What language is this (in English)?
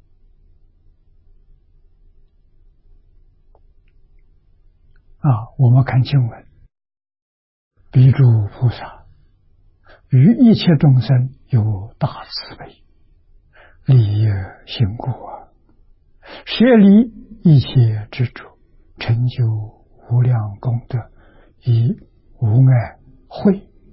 Chinese